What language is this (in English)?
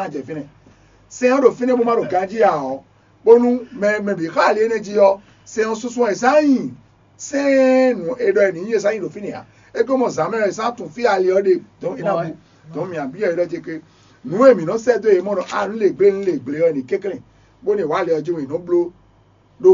Fon